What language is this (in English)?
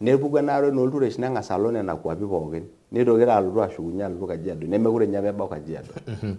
Masai